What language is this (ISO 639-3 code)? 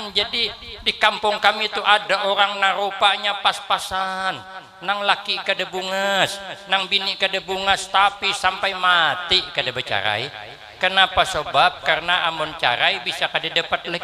bjn